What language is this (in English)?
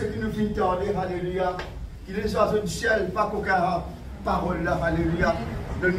Morisyen